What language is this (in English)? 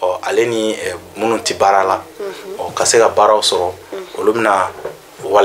Bambara